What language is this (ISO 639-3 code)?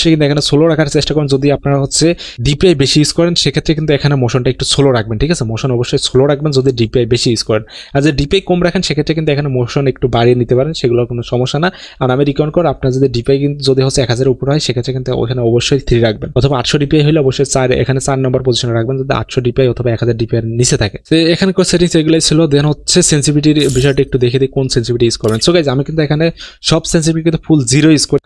ben